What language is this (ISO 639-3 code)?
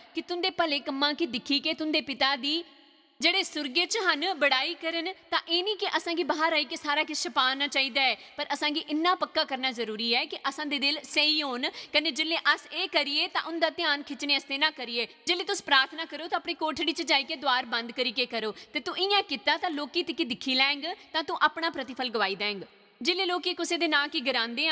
doi